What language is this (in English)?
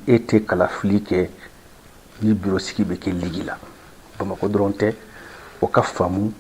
Bambara